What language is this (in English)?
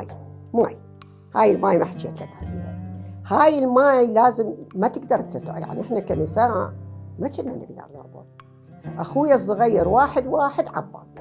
Mesopotamian Arabic